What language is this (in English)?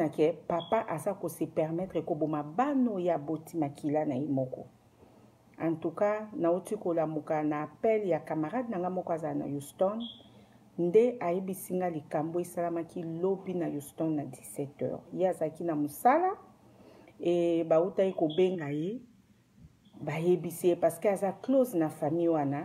Lingala